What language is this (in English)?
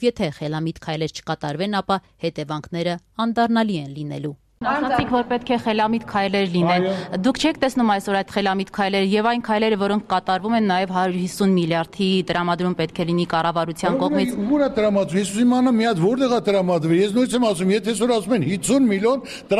Armenian